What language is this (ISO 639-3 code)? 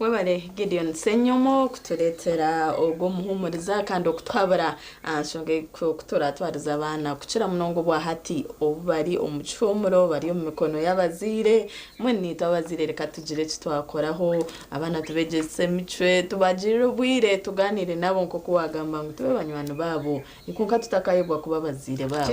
nyn